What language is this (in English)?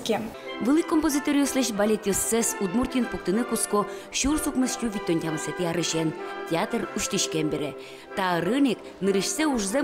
Udmurt